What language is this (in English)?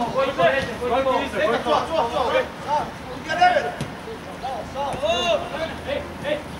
Serbian